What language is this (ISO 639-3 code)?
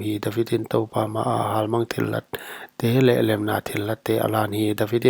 pck